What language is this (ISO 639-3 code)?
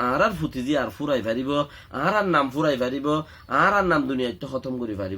rhg